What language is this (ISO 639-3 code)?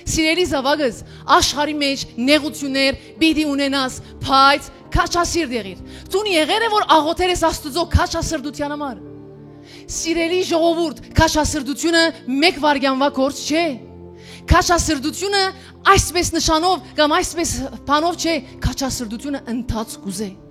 hyw